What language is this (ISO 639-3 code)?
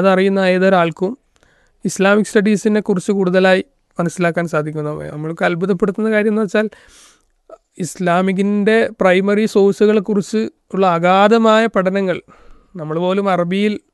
mal